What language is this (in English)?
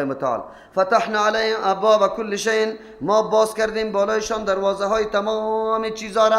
Persian